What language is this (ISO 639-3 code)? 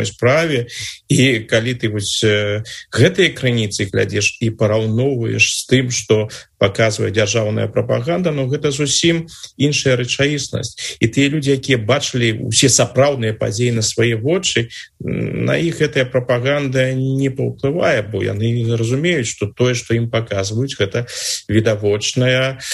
bel